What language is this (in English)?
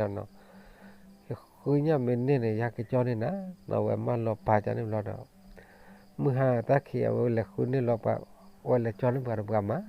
S'gaw Karen